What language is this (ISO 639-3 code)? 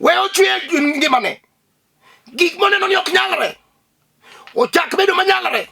luo